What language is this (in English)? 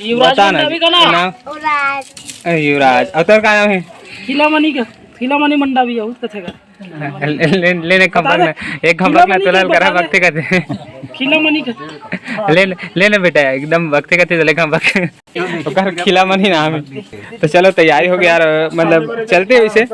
Chhattisgarhi